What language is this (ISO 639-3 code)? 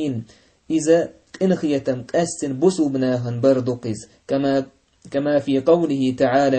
che